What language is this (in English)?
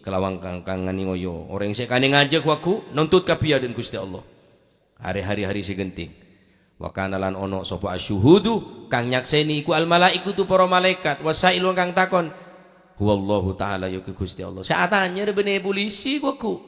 Madurese